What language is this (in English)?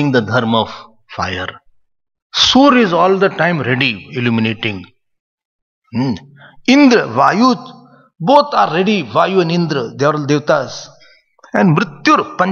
English